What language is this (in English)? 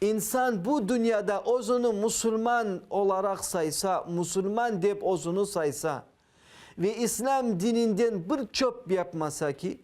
Crimean Tatar